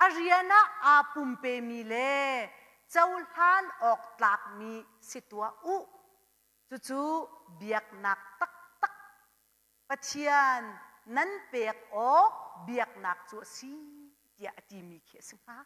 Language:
Hakha Chin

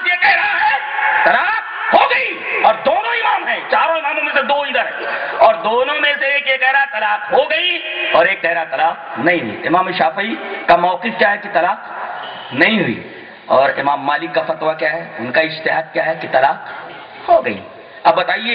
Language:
Urdu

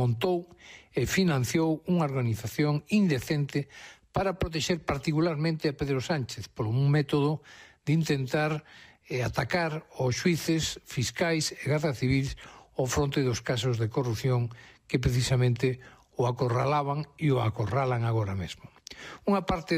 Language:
Galician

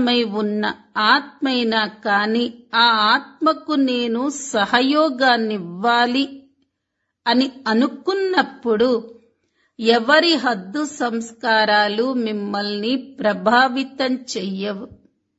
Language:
Telugu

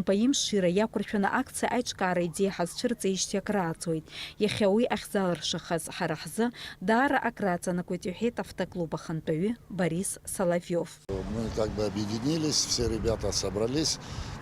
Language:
Abkhazian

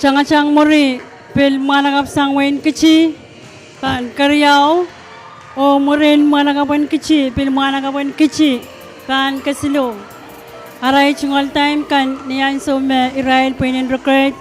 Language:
Pohnpeian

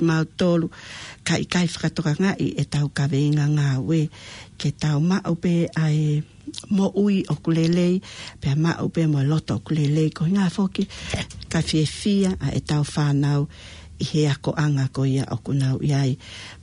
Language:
Tongan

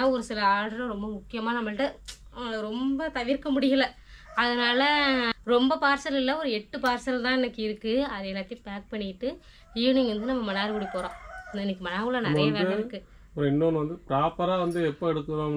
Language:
Tamil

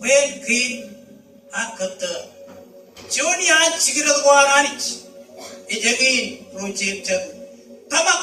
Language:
Marshallese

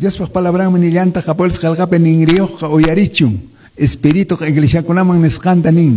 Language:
Quechua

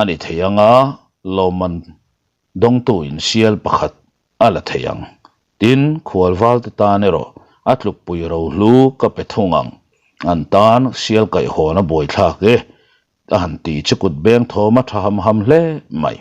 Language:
Mizo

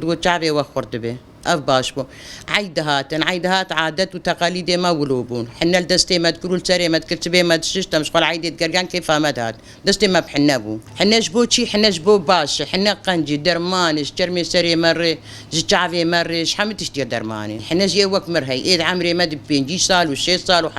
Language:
Kurdish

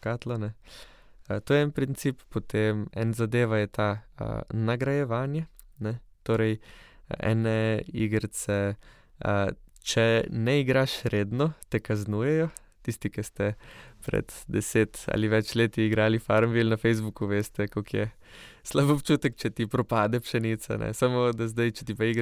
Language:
Slovenian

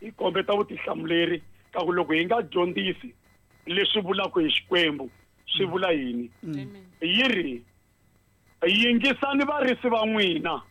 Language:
Tsonga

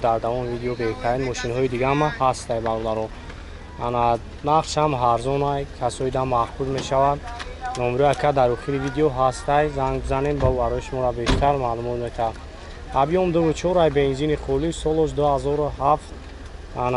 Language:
Tajik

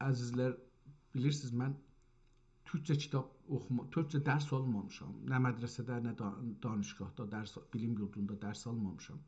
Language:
South Azerbaijani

